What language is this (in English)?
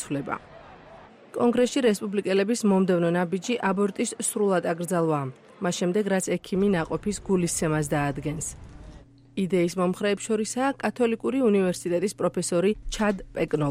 Georgian